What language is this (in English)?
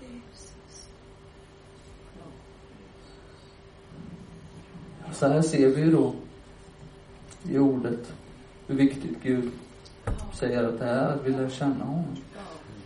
Swedish